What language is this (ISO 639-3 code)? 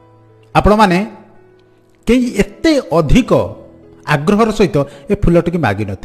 ori